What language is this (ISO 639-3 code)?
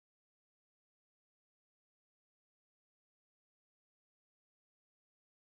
spa